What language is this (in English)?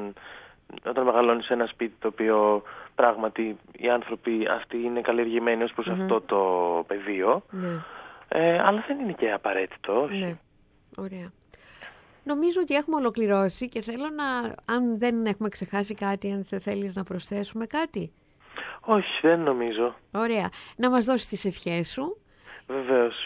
Greek